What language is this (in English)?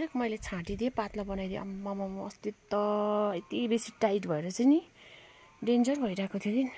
Nepali